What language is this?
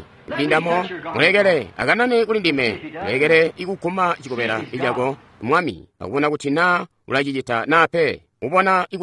Tonga (Zambia)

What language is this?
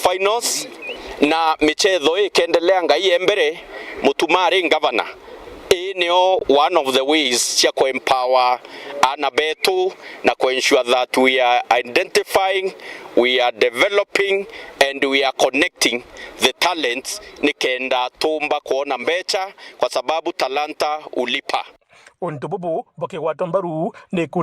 Meru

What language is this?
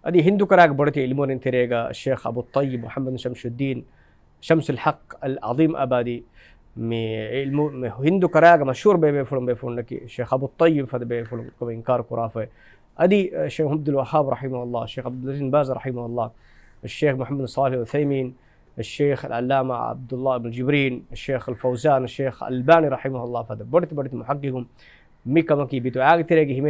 Divehi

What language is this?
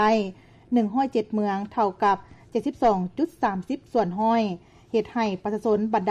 Lao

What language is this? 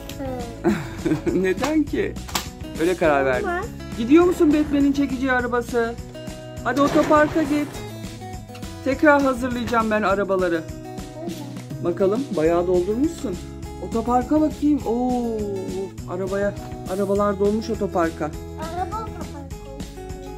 Turkish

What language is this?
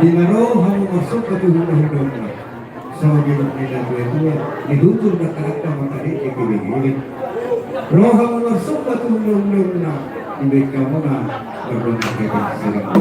Batak Toba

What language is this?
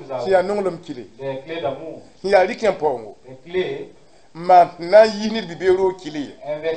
Mossi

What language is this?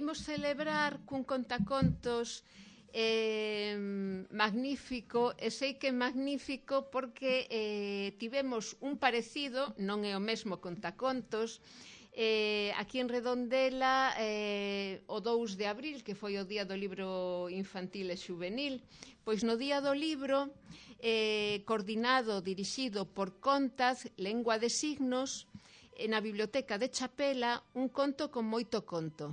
Galician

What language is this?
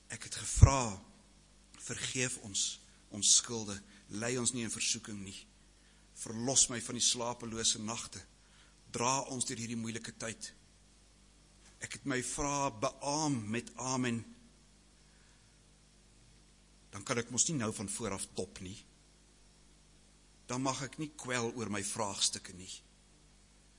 Afrikaans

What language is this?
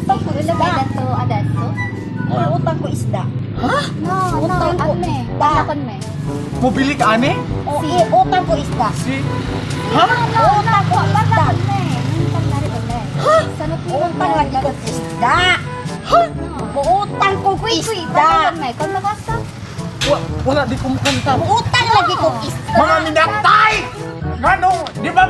Cebuano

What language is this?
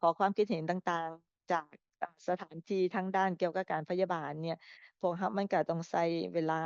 Lao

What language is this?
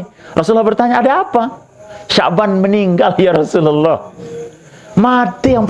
Sasak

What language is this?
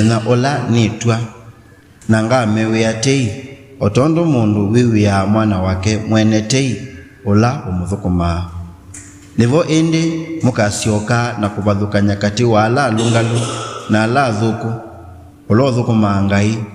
Kamba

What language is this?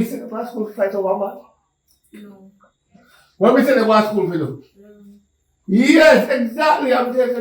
Jamaican Creole English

